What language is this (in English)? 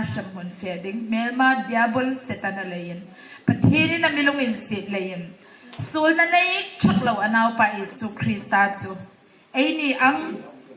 Hmar